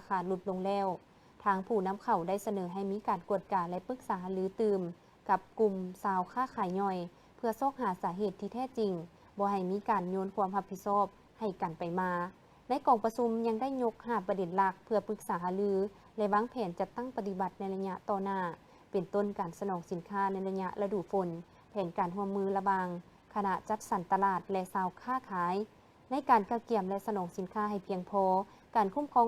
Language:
Lao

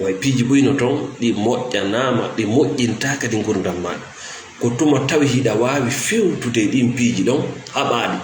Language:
Fula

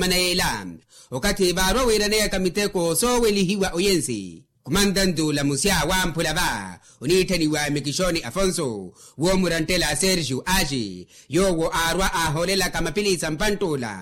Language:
Makhuwa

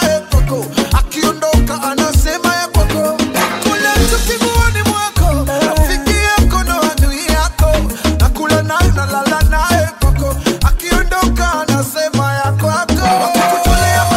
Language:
Swahili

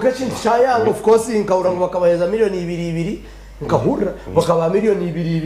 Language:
Nyankole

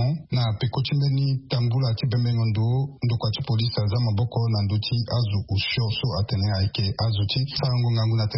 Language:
Sango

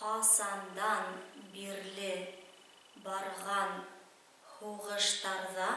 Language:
Bashkir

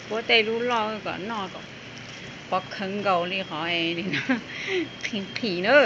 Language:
Hmong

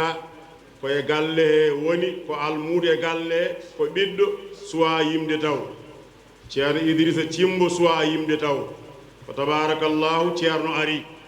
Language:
Fula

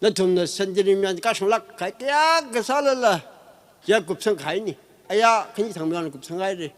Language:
Tangkhul Naga (India)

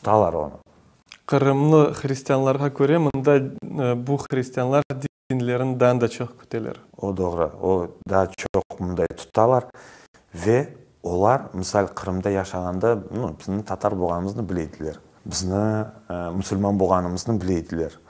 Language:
Crimean Tatar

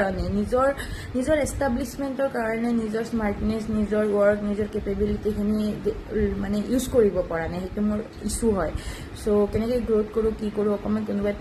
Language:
Assamese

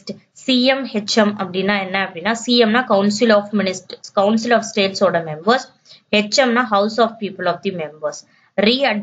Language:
Tamil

